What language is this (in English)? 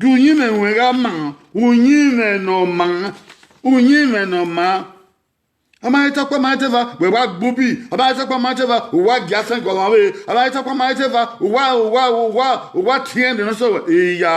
Bini